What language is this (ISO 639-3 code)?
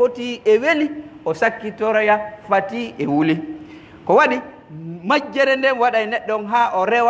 fuf